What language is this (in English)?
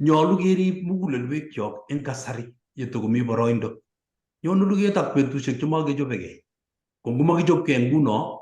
Kalenjin